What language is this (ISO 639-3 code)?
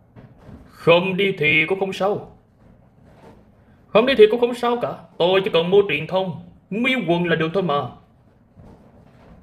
vie